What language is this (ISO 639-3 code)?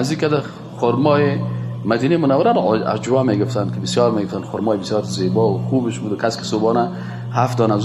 fas